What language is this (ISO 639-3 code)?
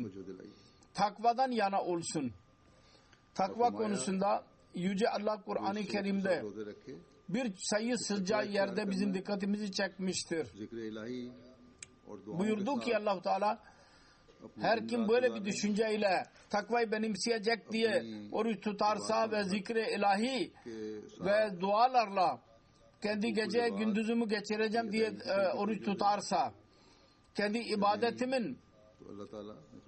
tur